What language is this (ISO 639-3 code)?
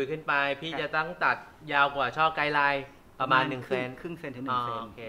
tha